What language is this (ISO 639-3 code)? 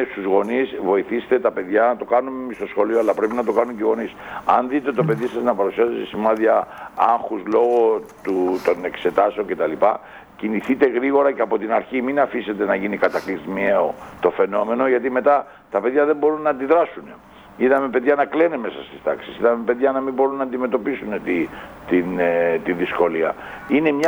ell